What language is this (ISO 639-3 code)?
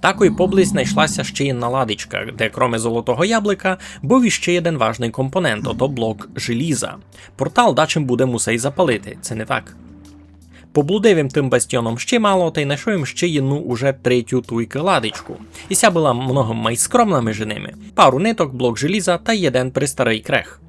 rue